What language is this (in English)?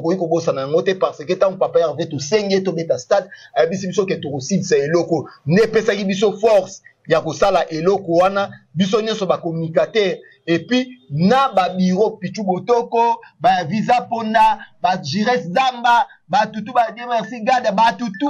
Lingala